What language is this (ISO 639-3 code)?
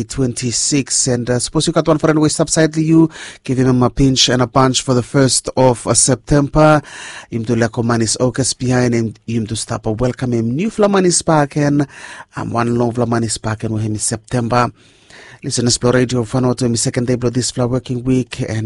bis